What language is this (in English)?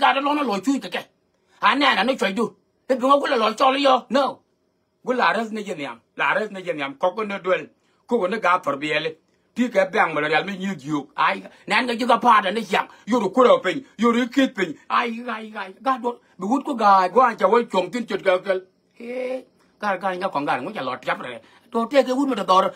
Nuer